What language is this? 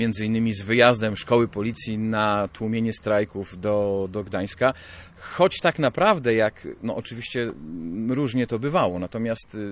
Polish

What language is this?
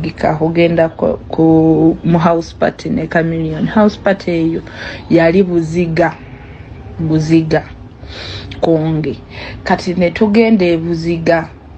Ganda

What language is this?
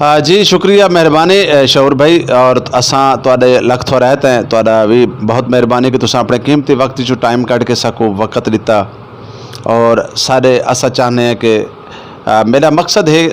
Saraiki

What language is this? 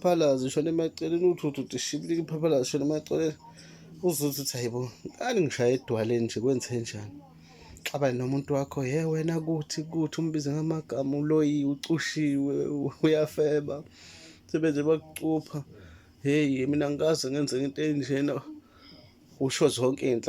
Zulu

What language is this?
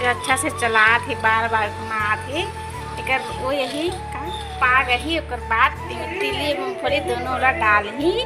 Chhattisgarhi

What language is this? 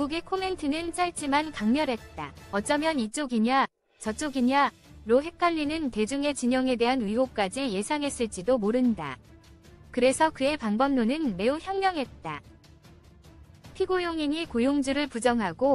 Korean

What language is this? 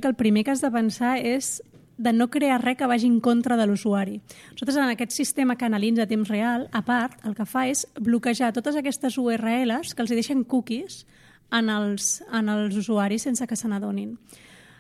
Catalan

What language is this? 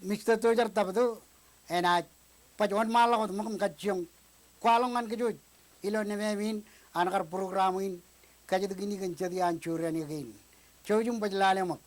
Marshallese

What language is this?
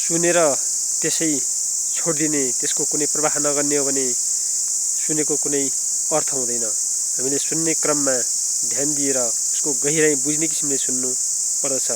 Nepali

